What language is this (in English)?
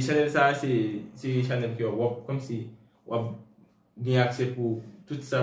Haitian Creole